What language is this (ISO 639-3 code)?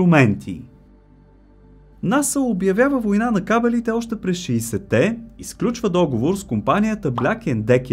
bul